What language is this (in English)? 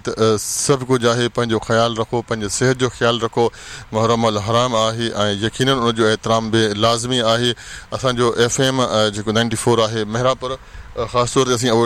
Sindhi